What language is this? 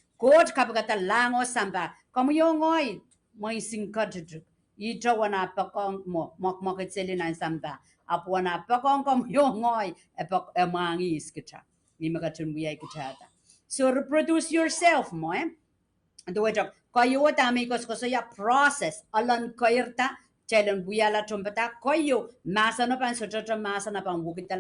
Pohnpeian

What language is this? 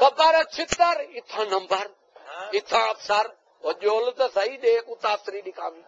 Saraiki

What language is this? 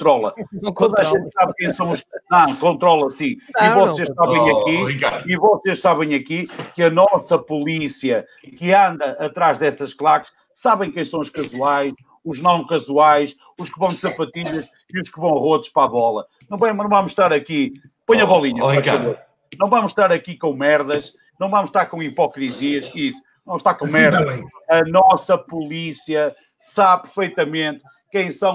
Portuguese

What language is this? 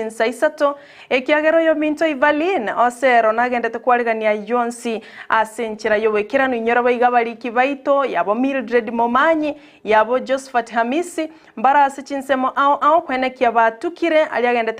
Gusii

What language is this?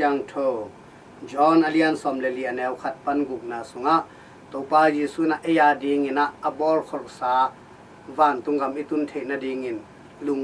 Tedim Chin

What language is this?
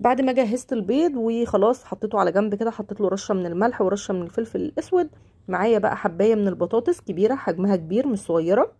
Egyptian Arabic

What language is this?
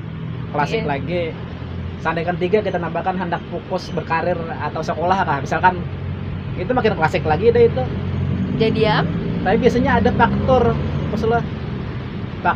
Banjar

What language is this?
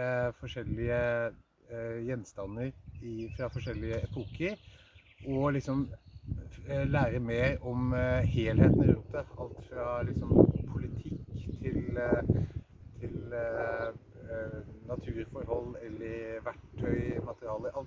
Norwegian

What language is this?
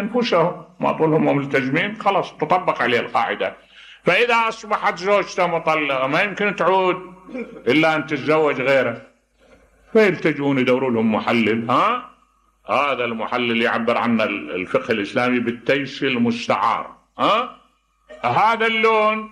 Mesopotamian Arabic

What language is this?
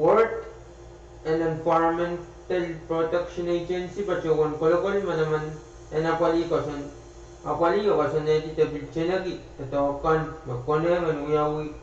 Pohnpeian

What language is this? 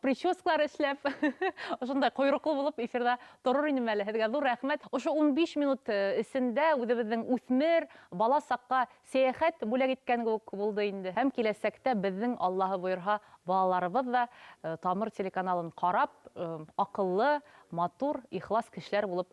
Bashkir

